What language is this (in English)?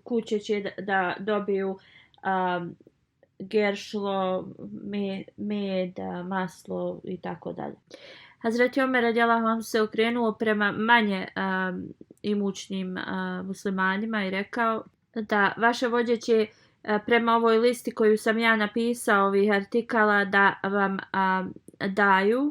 Bosnian